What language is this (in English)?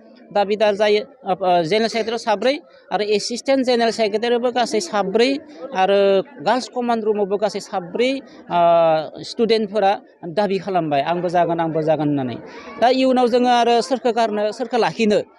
Bodo